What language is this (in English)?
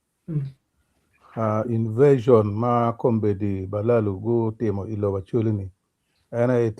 Acoli